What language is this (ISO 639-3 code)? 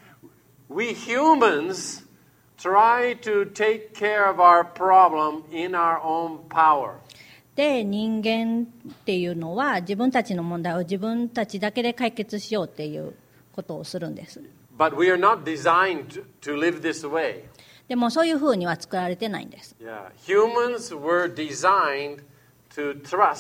jpn